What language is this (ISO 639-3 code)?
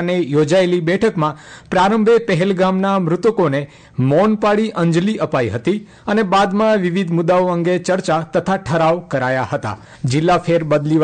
guj